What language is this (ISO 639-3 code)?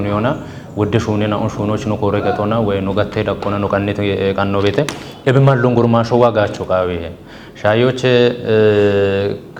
kbr